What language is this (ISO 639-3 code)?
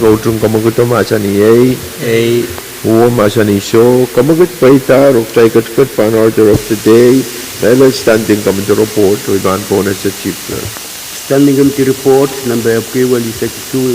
pon